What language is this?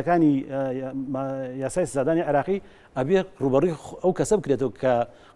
Central Kurdish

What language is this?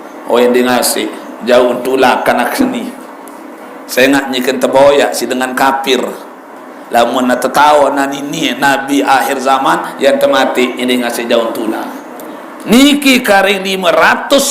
Sasak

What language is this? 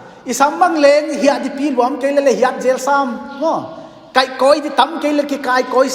Paite Chin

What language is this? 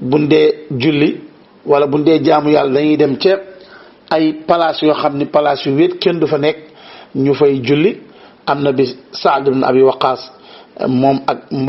Wolof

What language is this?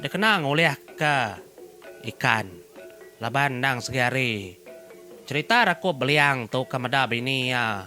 Iban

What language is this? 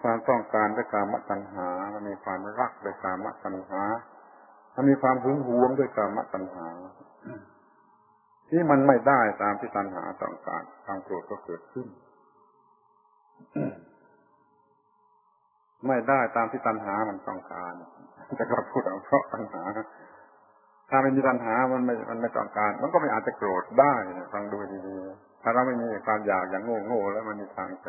Thai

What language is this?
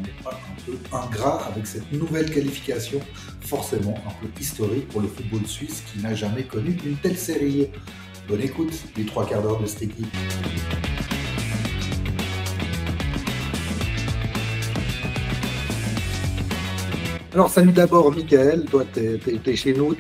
French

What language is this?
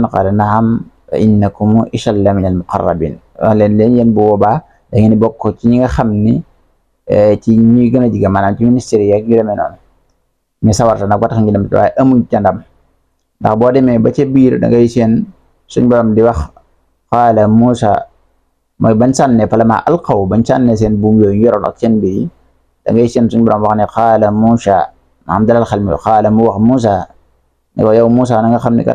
Wolof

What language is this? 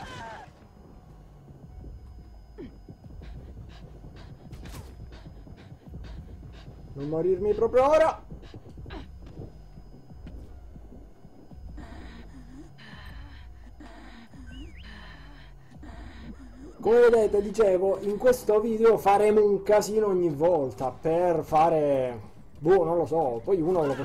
Italian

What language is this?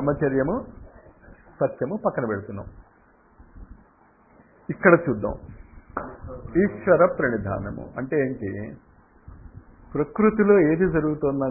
Telugu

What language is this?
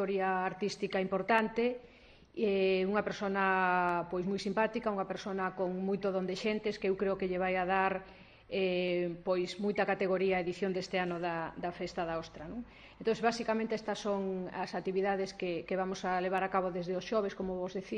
Galician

